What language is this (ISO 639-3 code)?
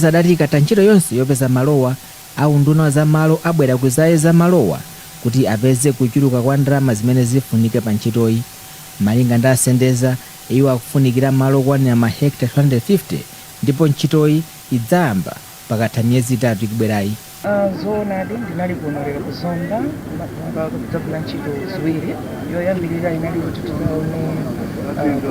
nya